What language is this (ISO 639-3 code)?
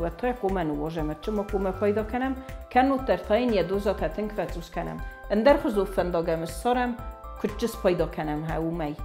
oss